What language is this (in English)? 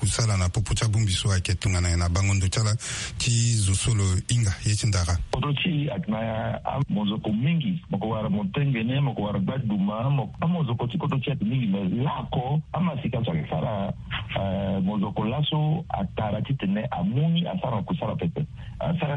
Sango